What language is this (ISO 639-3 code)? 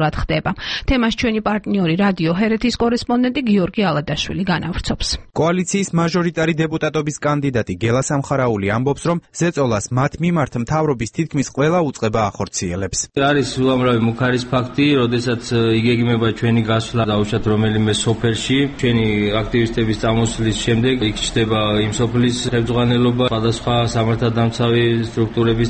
kat